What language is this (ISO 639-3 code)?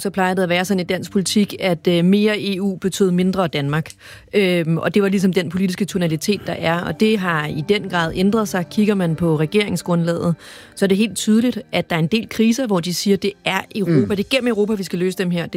dan